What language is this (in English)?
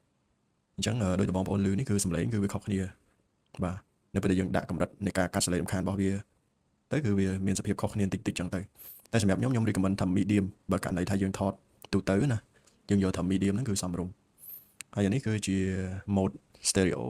Khmer